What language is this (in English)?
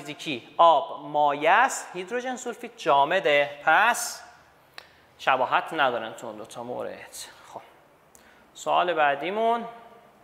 Persian